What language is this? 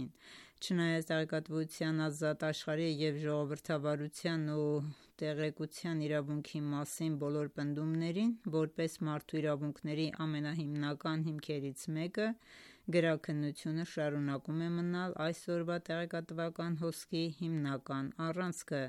Armenian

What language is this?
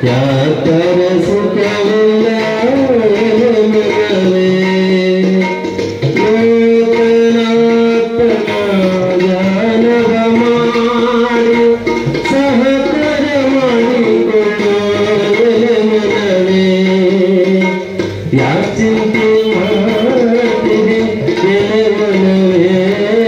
Kannada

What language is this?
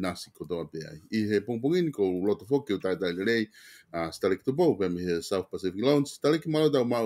Tongan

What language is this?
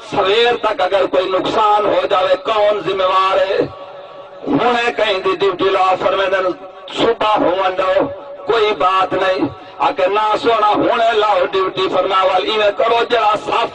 Saraiki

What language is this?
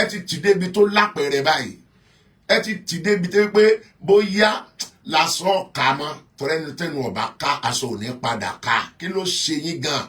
Yoruba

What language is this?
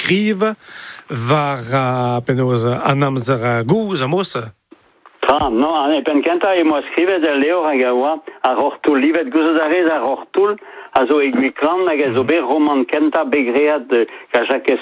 Breton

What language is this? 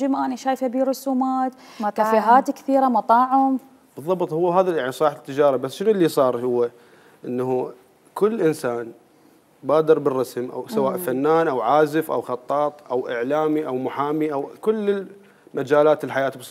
Mesopotamian Arabic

